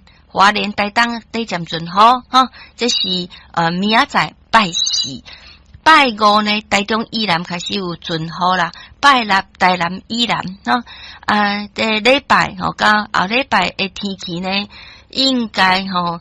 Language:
Min Nan Chinese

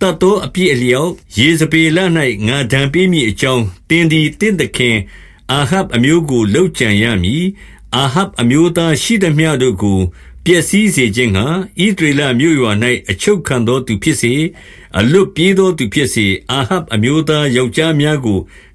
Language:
Burmese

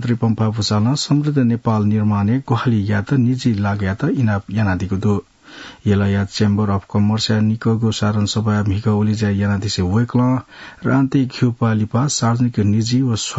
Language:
Newari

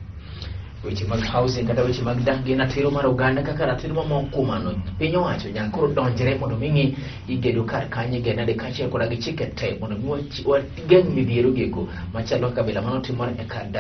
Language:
Luo (Kenya and Tanzania)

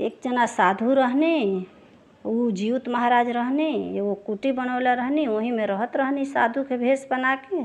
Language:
Bhojpuri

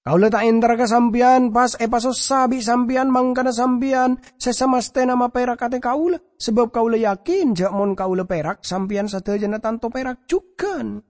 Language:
Madurese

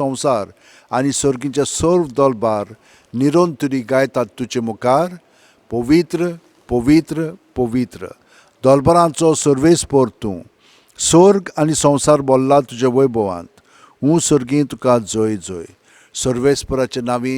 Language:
Konkani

